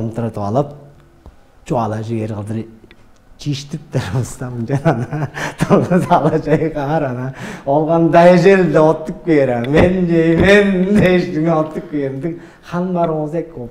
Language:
Tuvinian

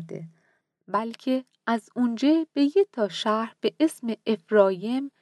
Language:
Mazanderani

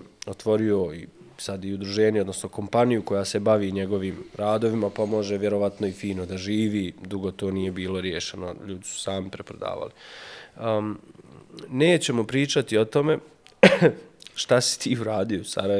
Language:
Bosnian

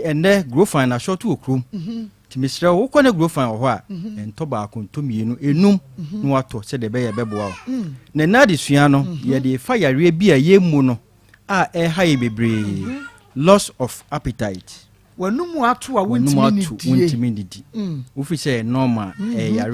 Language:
Akan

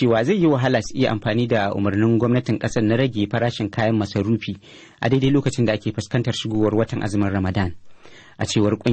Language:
Hausa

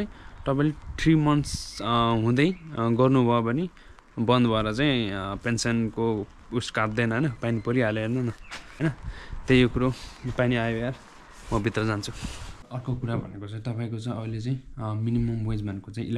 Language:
Nepali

